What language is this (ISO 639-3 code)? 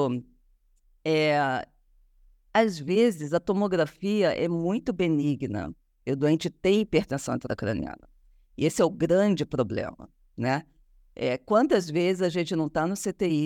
por